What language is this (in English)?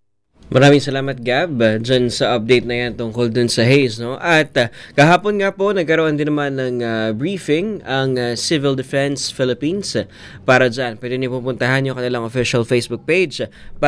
Filipino